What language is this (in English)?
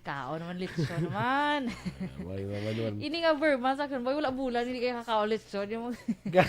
Hiligaynon